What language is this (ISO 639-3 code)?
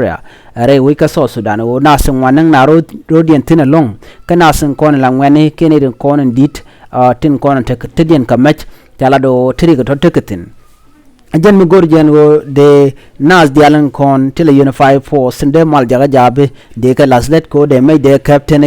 nus